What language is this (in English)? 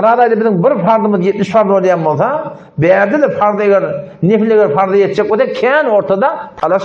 Turkmen